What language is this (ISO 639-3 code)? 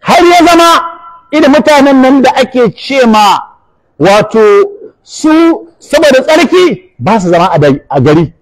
hau